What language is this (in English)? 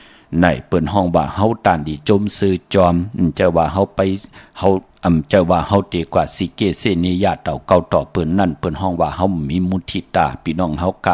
Shan